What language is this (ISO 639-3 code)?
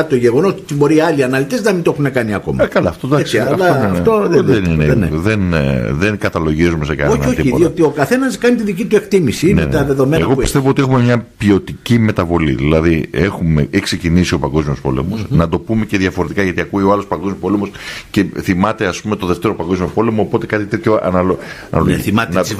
ell